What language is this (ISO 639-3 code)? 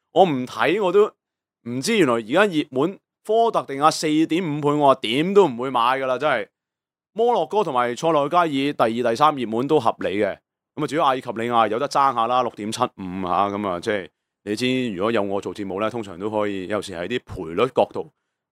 yue